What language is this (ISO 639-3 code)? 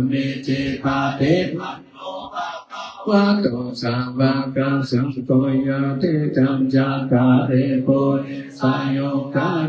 pli